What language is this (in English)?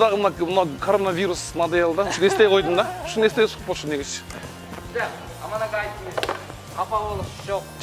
Kyrgyz